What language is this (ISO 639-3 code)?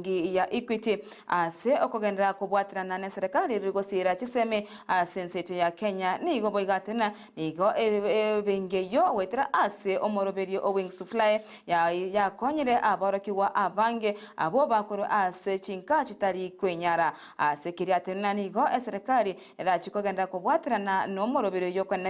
guz